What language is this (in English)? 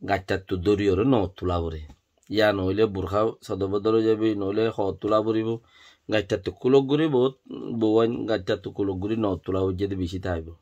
Rohingya